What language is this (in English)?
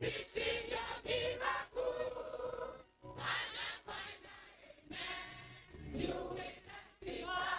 Ewe